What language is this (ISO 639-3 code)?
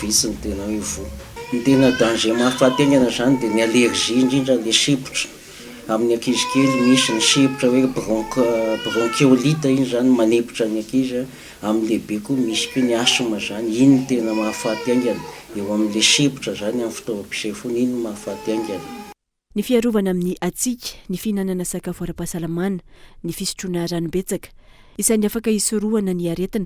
mlg